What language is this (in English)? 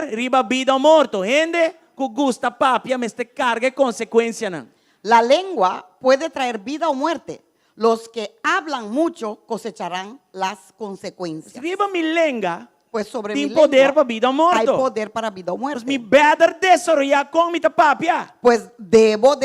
Papiamento